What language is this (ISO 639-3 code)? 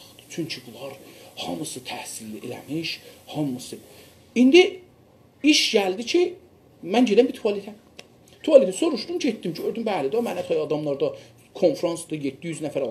azb